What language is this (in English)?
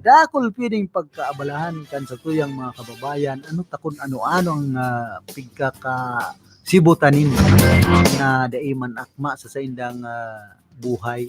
Bikol